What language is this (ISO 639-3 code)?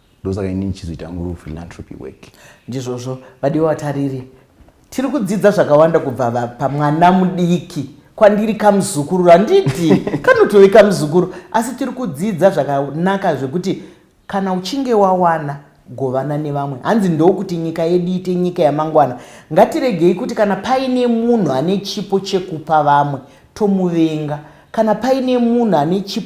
sna